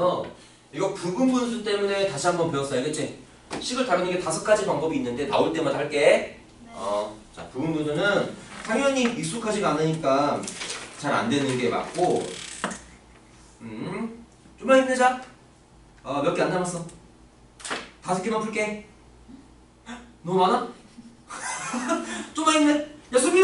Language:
Korean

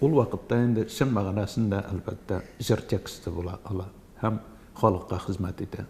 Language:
Tatar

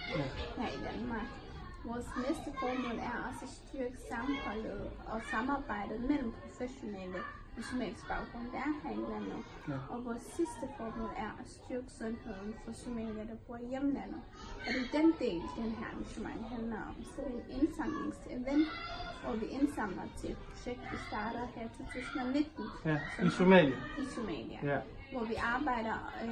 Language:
Danish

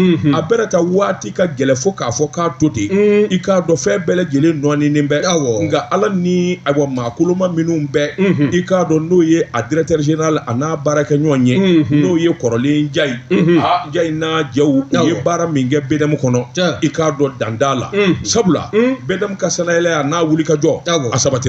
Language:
Bambara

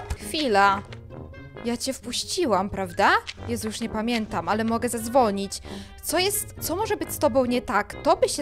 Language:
Polish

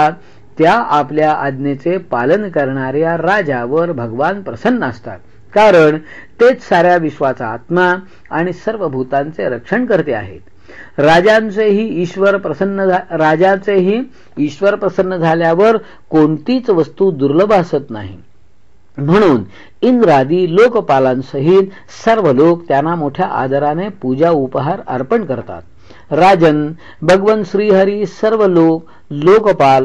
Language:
Marathi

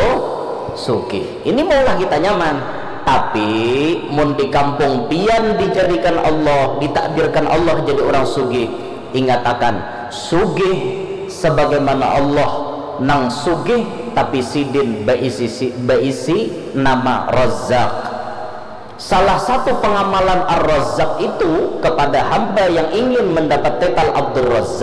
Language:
Banjar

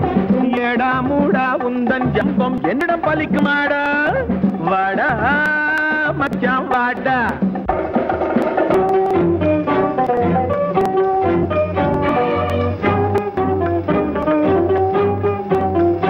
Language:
Tamil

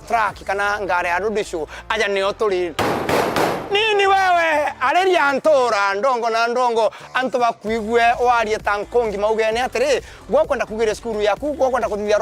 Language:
Meru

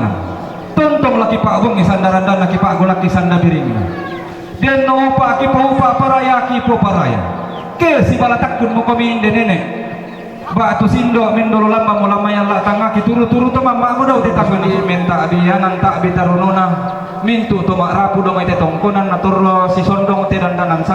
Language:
Toraja-Sa'dan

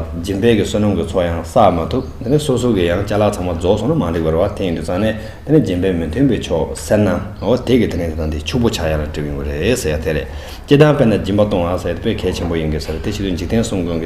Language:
Tibetan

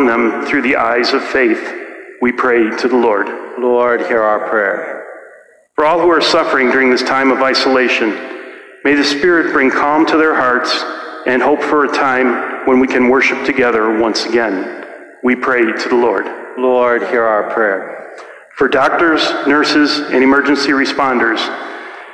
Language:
English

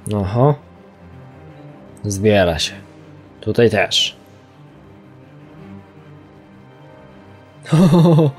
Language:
Polish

